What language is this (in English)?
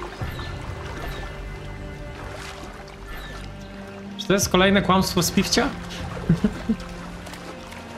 Polish